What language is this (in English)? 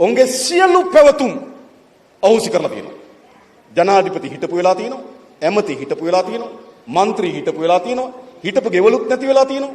Sinhala